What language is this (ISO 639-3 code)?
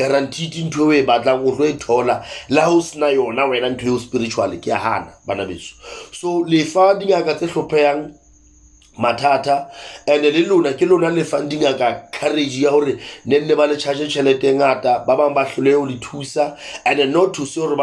sot